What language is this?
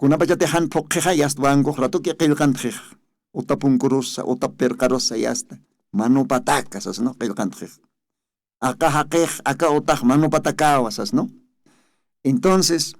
Aymara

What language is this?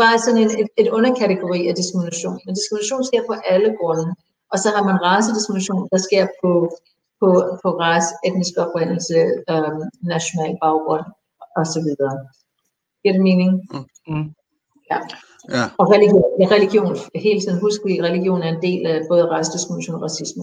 Danish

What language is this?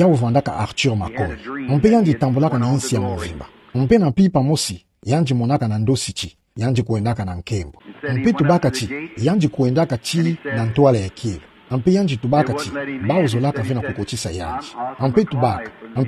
Kituba (Democratic Republic of Congo)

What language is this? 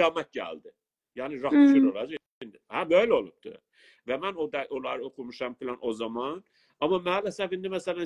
South Azerbaijani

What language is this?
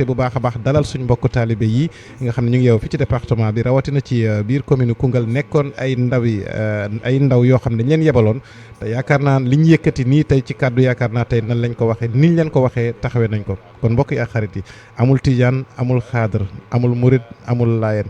Wolof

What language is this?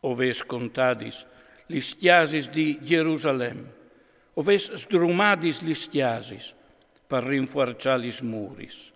Friulian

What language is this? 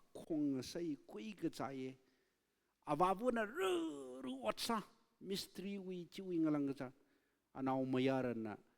Tangkhul Naga (India)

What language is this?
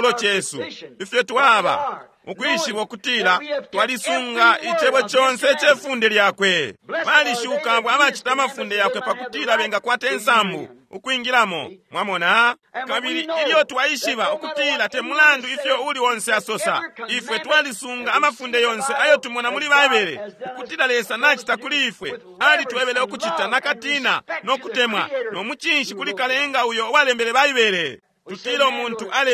Bemba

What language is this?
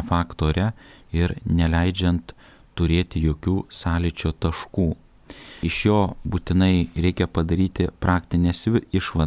Lithuanian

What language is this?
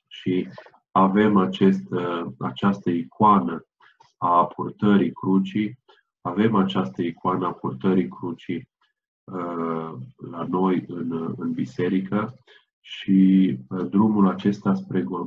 Romanian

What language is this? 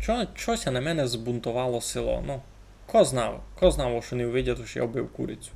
Rusyn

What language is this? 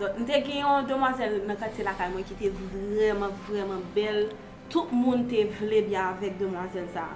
Haitian Creole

